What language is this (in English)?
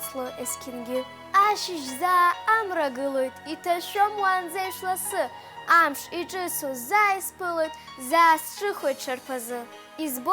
Abkhazian